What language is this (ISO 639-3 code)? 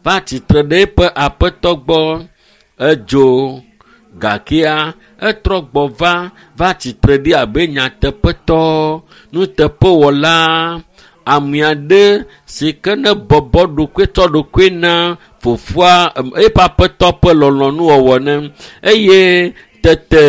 ewe